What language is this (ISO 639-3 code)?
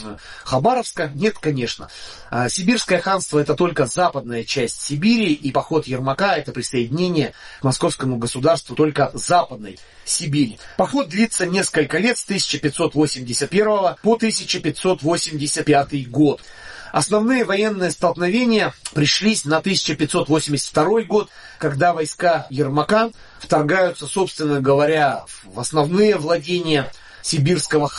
rus